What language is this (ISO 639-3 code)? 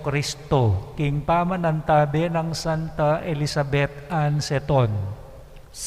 pam